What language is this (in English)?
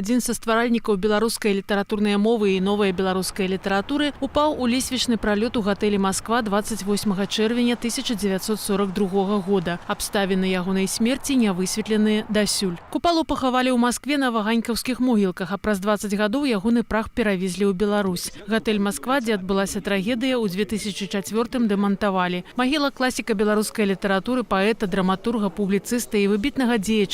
Belarusian